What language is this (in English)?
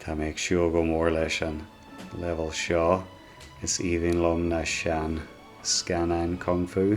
Irish